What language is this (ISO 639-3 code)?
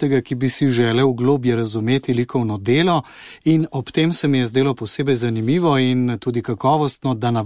slv